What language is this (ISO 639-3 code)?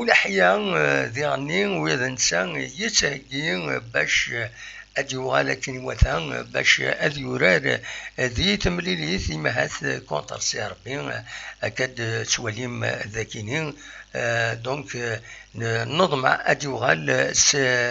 kab